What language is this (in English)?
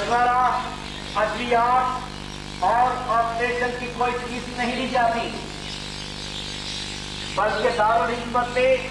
Urdu